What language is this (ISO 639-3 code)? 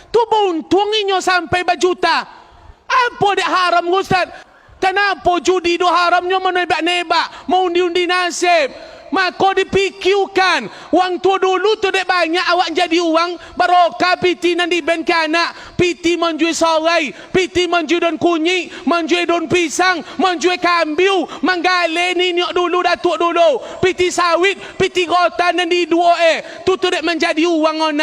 min